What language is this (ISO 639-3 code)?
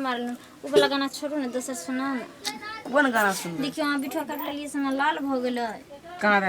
mai